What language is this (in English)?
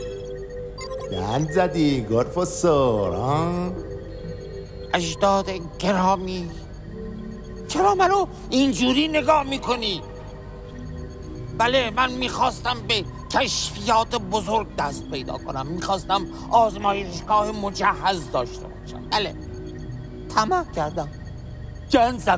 Persian